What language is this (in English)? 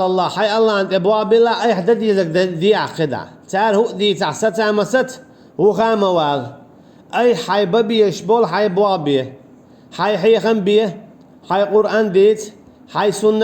Chechen